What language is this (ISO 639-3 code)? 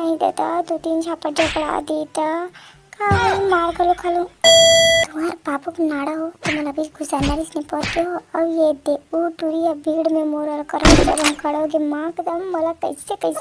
hne